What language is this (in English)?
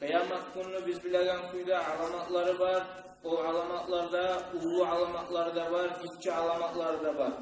Kumyk